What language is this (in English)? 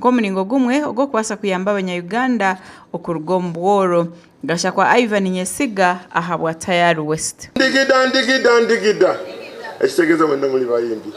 Nyankole